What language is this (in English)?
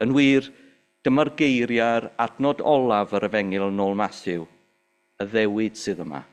Welsh